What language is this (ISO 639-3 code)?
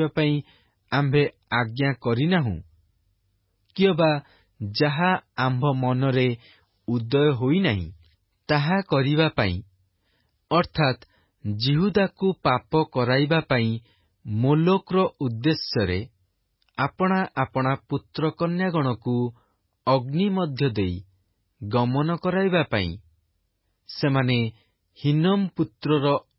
ori